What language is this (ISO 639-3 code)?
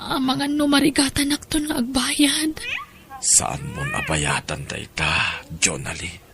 ilo